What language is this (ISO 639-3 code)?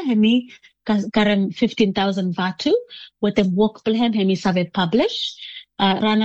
bis